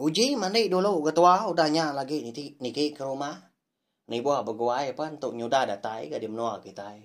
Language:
Iban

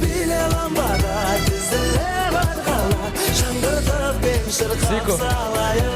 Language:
Kara-Kalpak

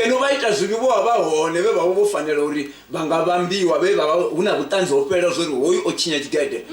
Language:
Venda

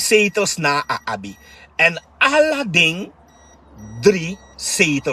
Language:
Sranan Tongo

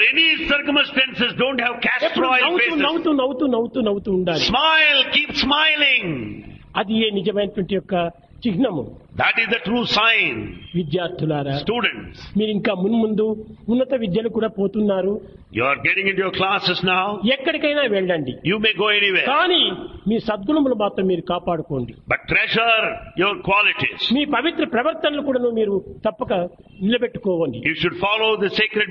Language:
Telugu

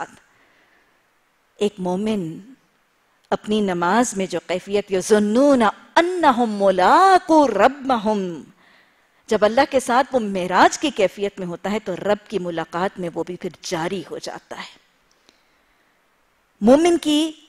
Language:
Urdu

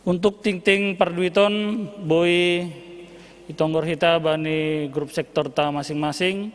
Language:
Batak Simalungun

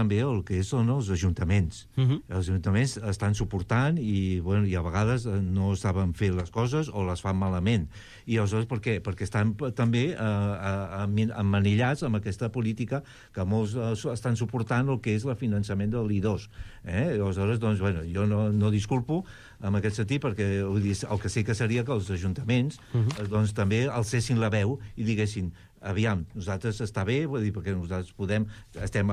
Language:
Catalan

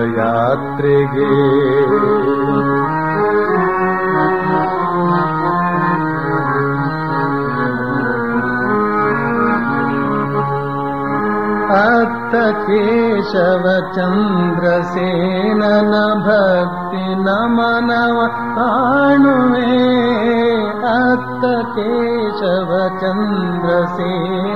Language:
Kannada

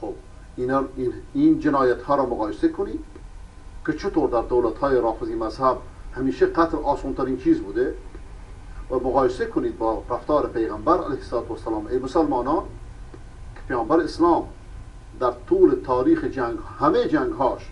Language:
Persian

